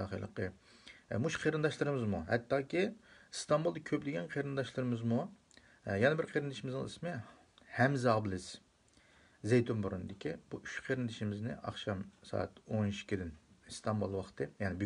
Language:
Uyghur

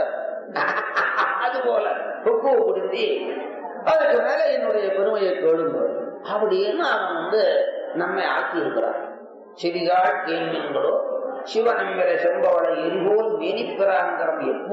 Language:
Tamil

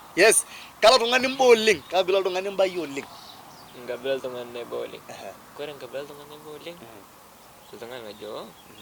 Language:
Masai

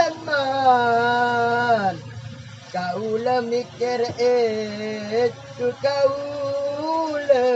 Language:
Madurese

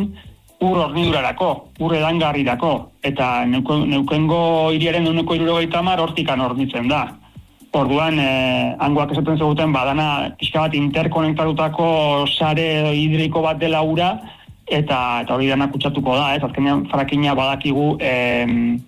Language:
Basque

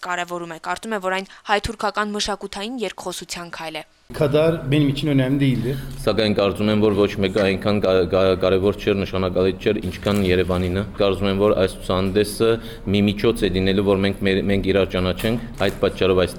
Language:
Armenian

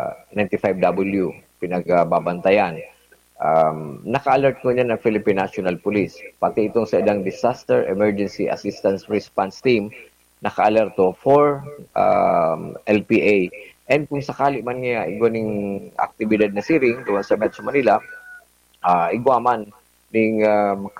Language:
Bikol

